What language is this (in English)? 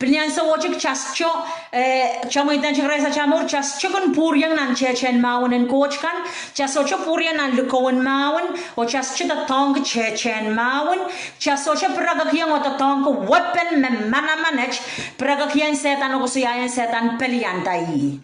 Pohnpeian